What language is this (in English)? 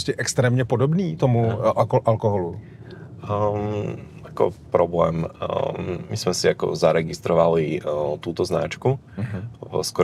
Slovak